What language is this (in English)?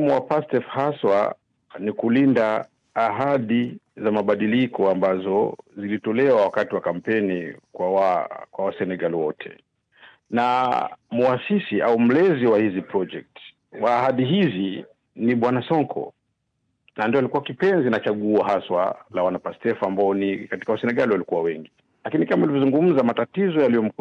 Swahili